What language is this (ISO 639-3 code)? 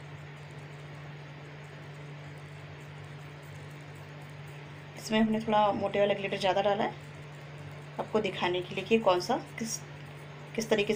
hin